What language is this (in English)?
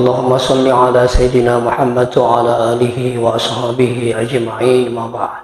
Buginese